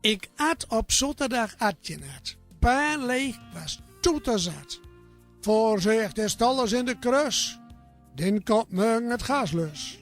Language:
Gronings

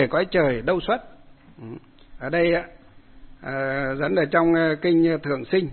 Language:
Vietnamese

